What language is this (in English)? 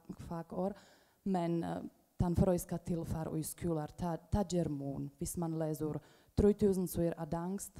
Faroese